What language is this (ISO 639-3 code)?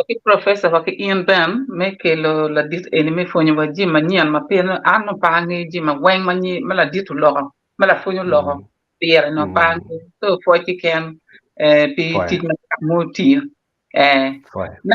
ach